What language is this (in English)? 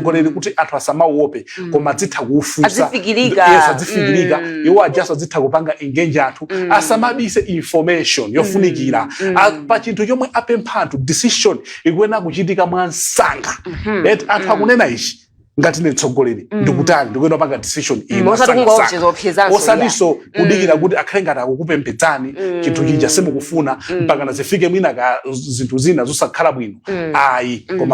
Nyanja